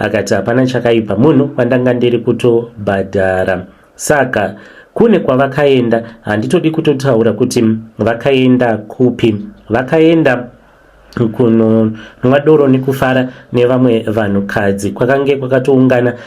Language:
Shona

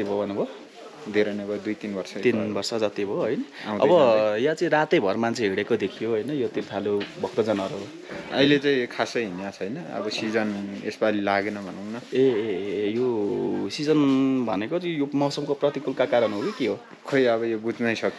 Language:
Nepali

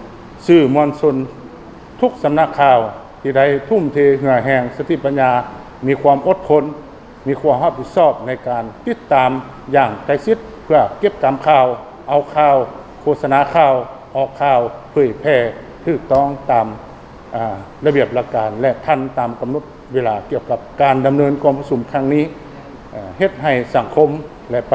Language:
Lao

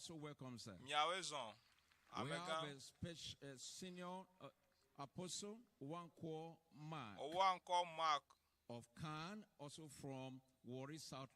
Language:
Ewe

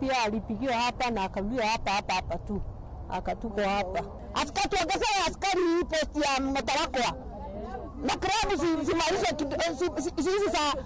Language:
Luo (Kenya and Tanzania)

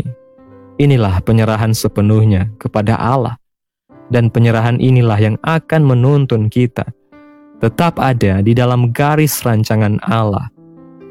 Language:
Indonesian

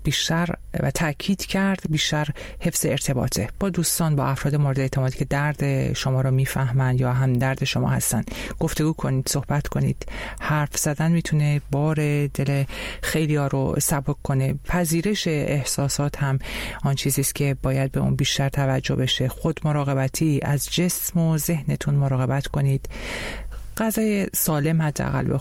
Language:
Persian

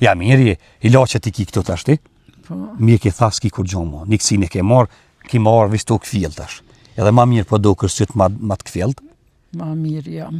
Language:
Albanian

